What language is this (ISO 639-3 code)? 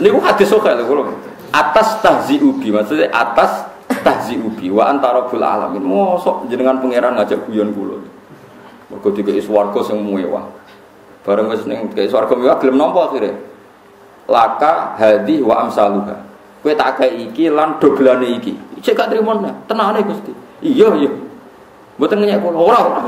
jav